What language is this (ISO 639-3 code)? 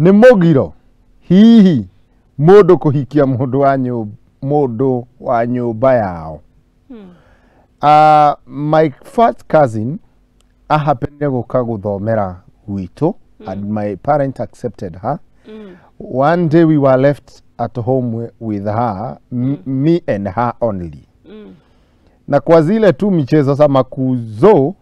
kik